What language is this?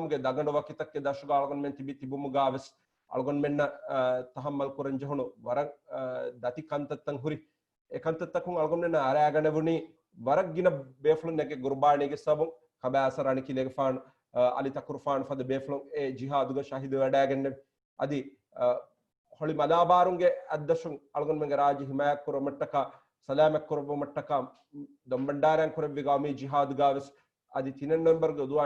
Divehi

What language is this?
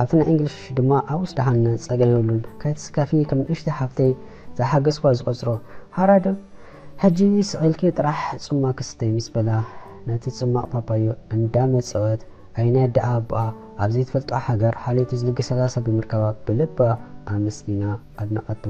Tigrinya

